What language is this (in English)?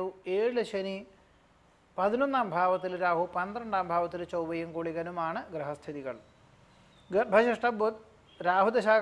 Malayalam